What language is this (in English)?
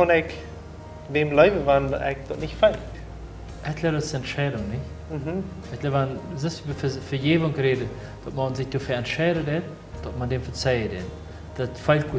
Plautdietsch